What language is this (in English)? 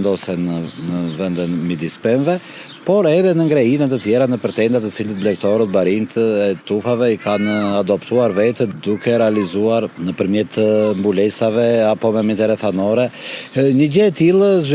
Albanian